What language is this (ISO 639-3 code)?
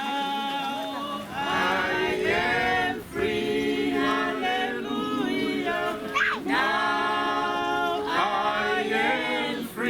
ton